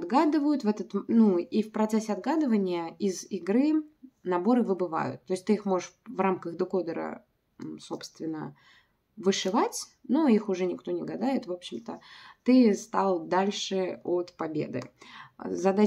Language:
Russian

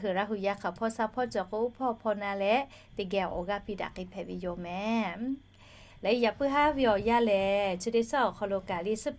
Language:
Lahu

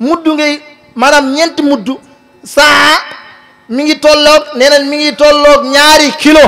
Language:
Wolof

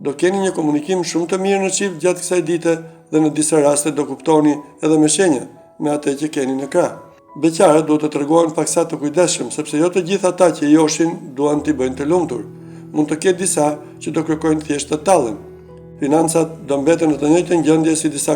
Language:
Albanian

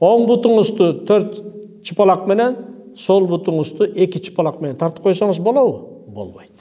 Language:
Kyrgyz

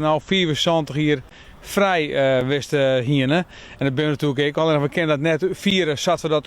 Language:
Western Frisian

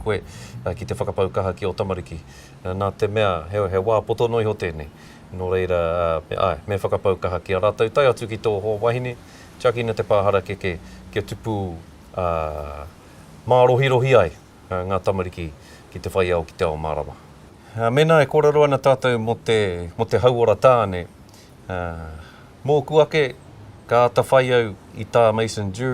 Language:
Māori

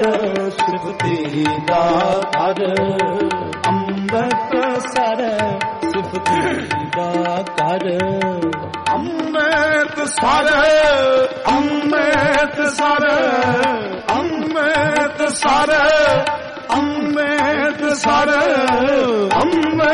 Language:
Punjabi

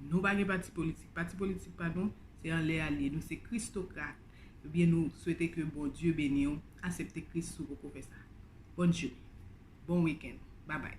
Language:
Haitian Creole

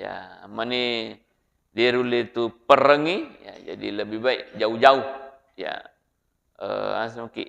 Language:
Buginese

